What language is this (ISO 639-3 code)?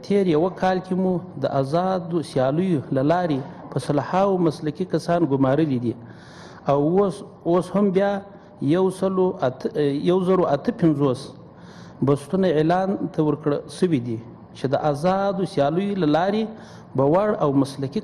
pus